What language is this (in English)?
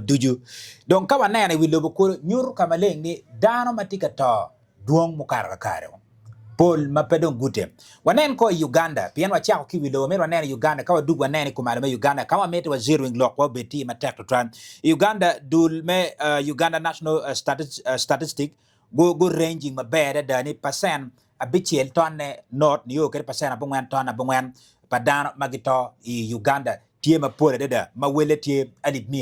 Acoli